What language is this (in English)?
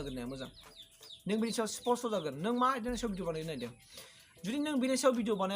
Bodo